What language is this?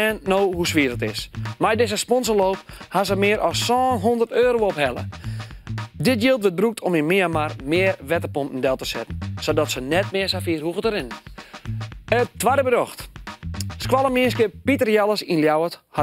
Western Frisian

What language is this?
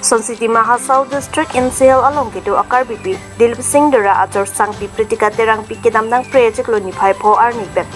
Karbi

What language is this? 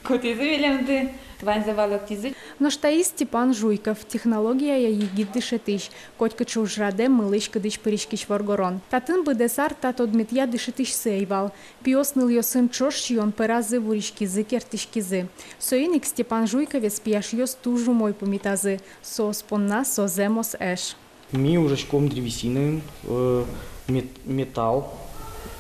Udmurt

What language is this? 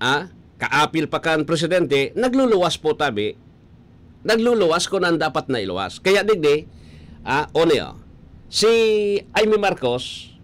Bikol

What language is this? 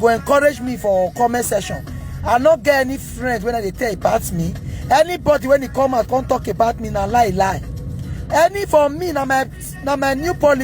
Nigerian Pidgin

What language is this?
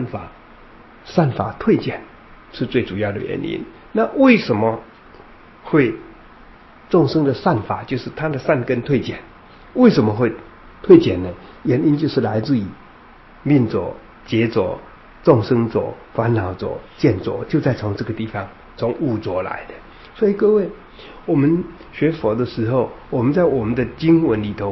Chinese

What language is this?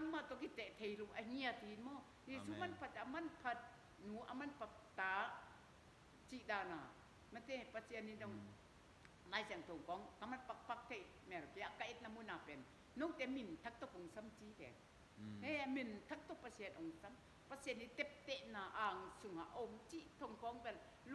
Tedim Chin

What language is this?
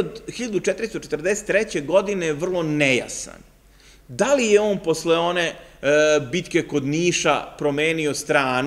Serbian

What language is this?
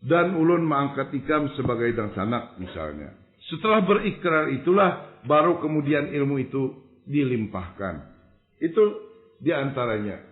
Banjar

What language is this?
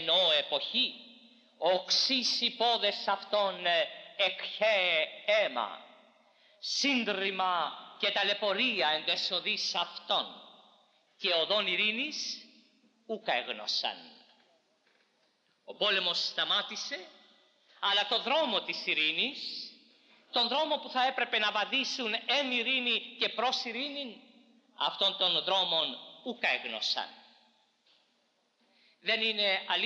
Greek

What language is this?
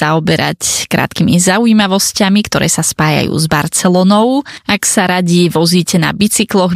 Slovak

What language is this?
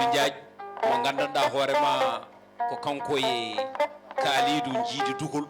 Fula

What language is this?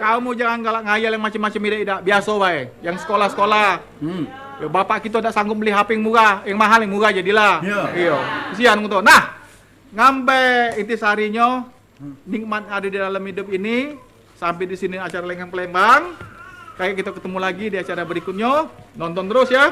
Musi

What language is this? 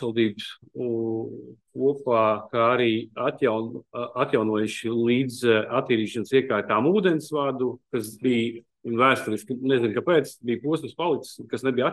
Latvian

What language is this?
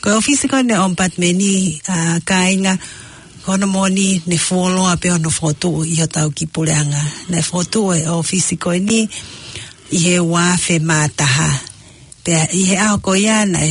Tongan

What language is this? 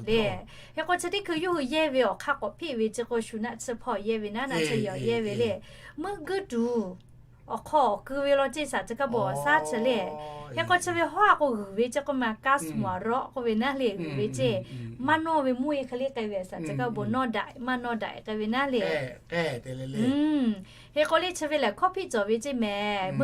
Lahu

